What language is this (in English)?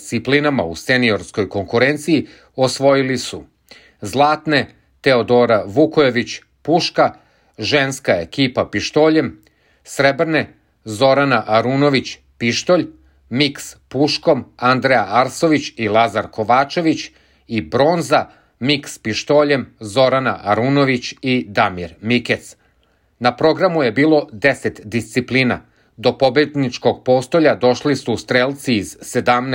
Serbian